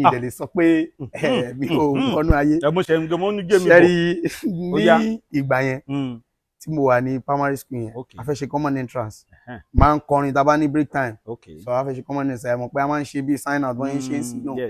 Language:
Yoruba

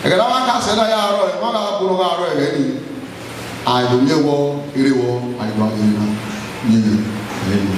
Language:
Bini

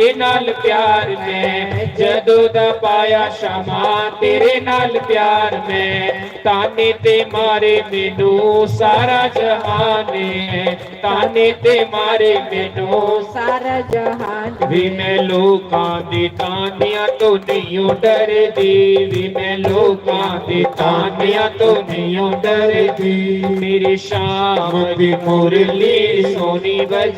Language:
Dogri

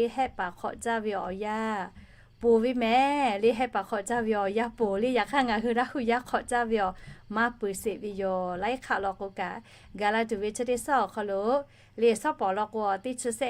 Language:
Lahu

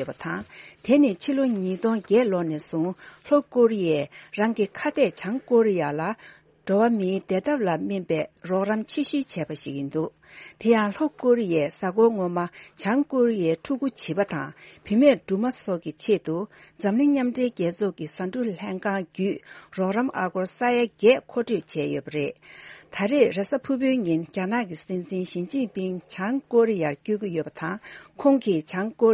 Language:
Tibetan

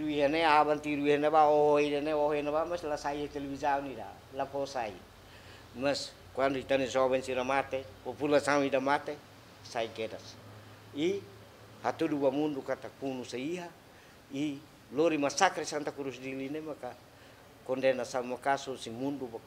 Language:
Tetum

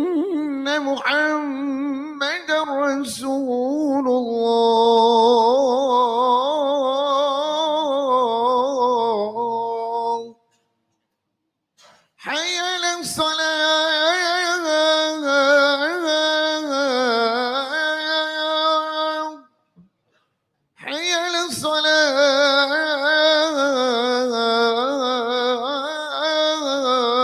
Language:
Arabic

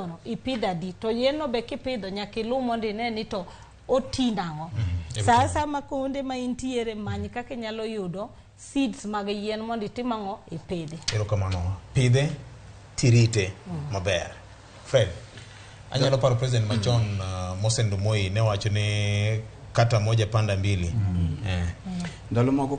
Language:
Luo (Kenya and Tanzania)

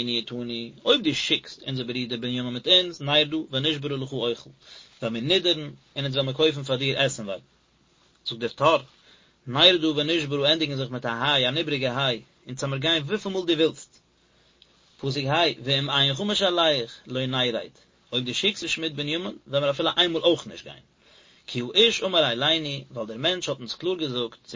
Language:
Yiddish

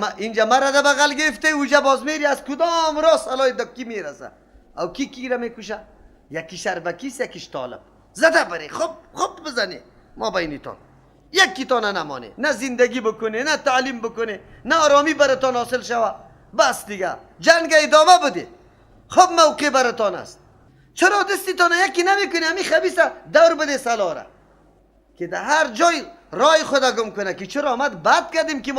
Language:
Persian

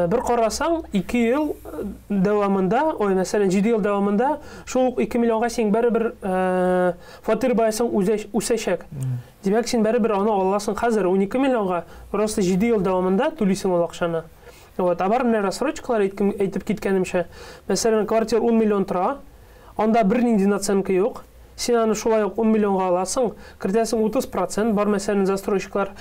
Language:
Tatar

